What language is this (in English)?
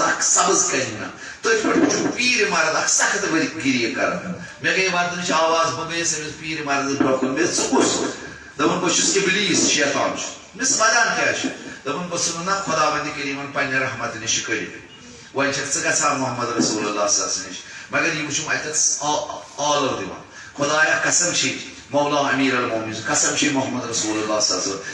Kashmiri